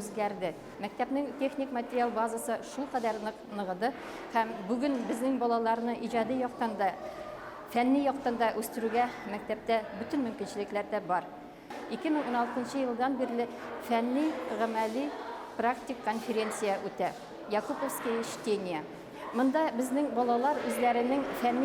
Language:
Bashkir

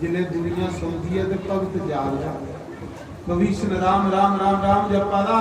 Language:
Dogri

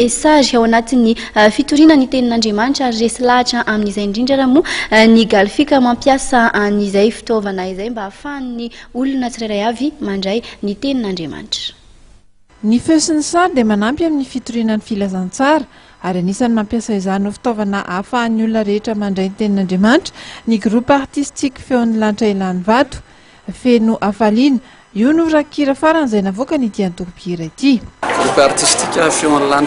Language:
Malagasy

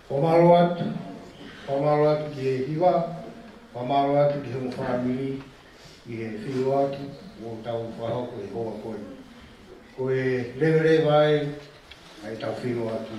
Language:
Tongan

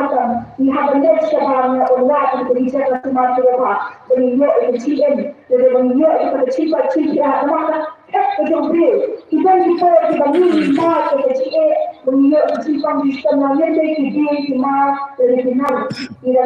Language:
Khasi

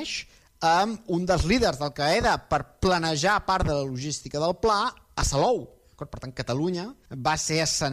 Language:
Catalan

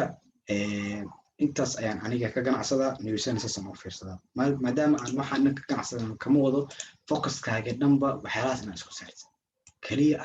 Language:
Somali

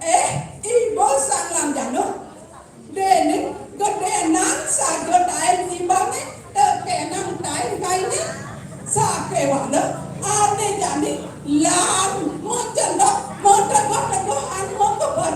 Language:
Balinese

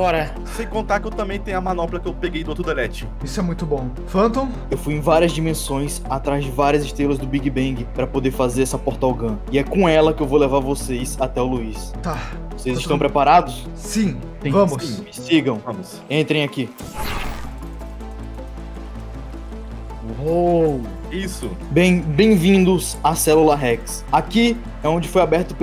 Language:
Portuguese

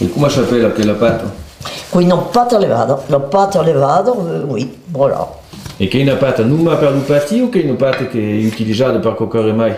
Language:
Occitan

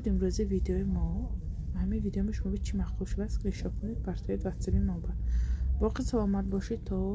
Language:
Tajik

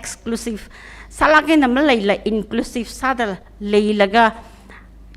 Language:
Tangkhul Naga (India)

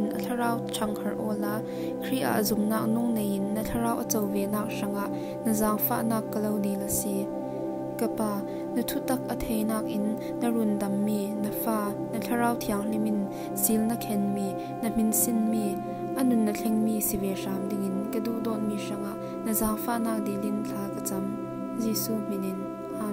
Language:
Falam Chin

